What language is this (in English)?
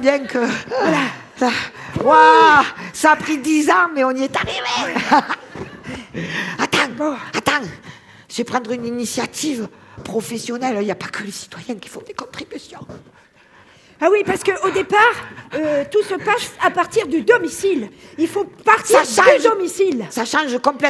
French